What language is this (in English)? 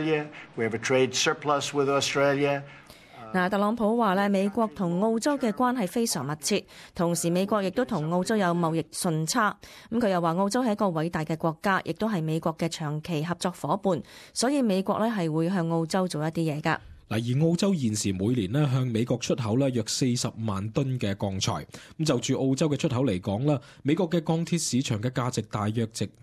Cantonese